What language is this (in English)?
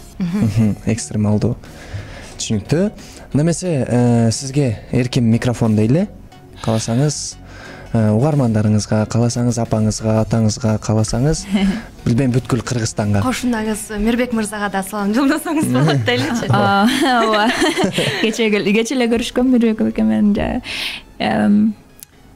Kyrgyz